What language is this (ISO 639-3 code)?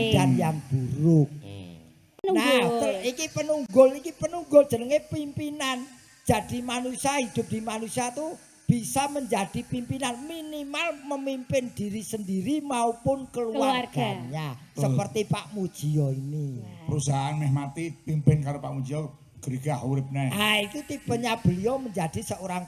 jav